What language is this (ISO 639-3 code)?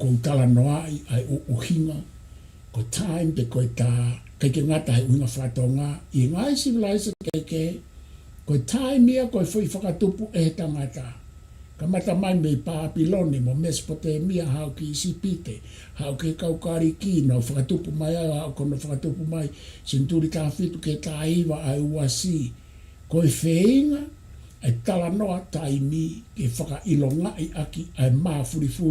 ton